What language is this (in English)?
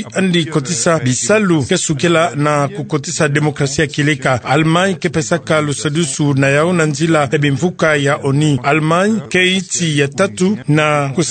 Kituba (Democratic Republic of Congo)